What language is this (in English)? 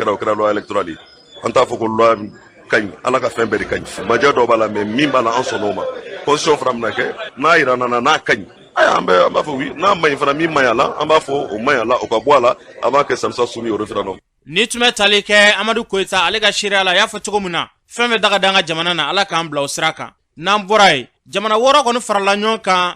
Bambara